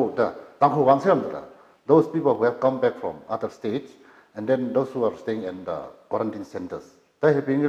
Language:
Tangkhul Naga (India)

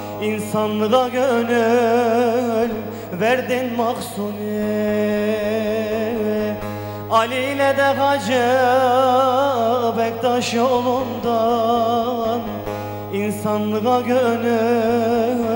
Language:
Turkish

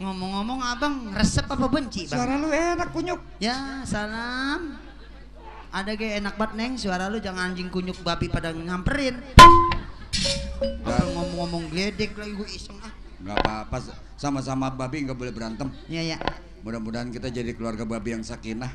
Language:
Betawi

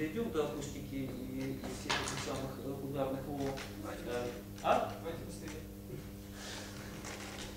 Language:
Russian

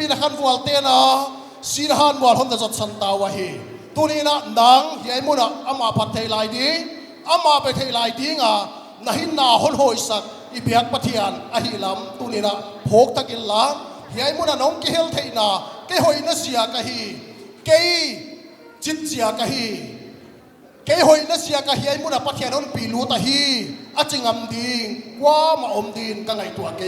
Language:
Paite Chin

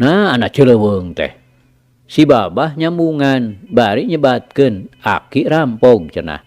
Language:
Sundanese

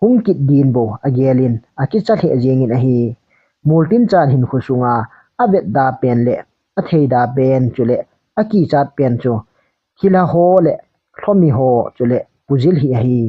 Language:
Thado Chin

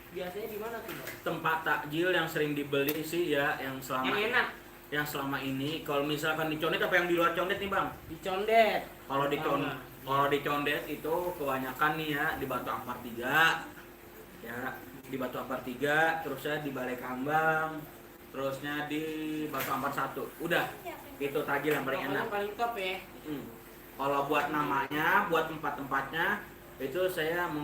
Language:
Betawi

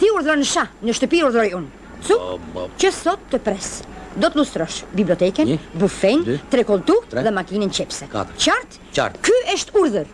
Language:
Albanian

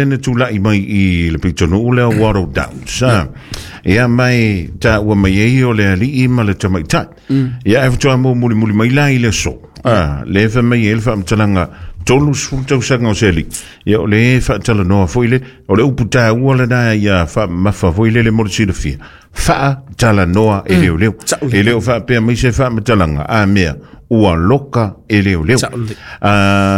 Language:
Samoan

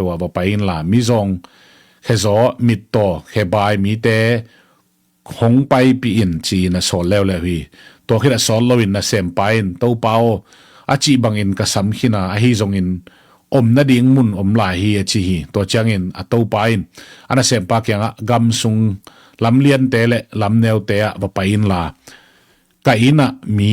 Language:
Tedim Chin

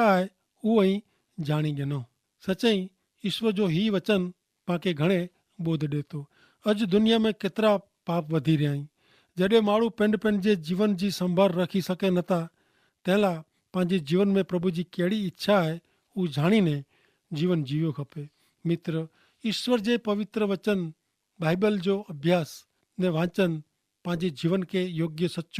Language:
Kachhi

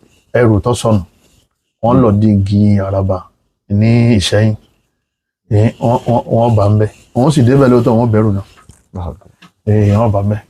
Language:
Yoruba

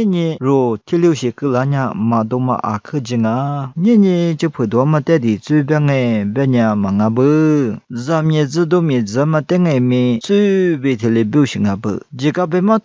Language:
Lisu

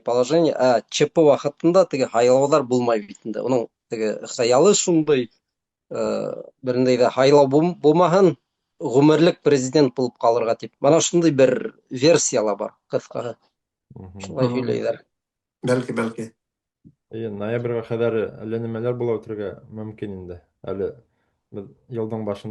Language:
Bashkir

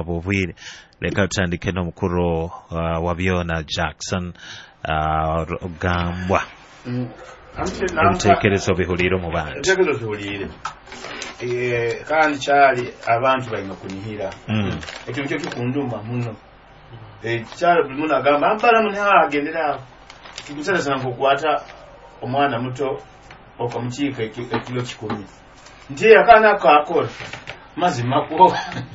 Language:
Nyoro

